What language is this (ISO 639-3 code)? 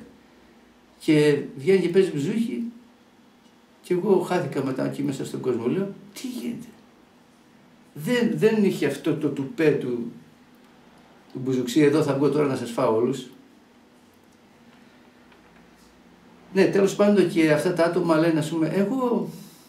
ell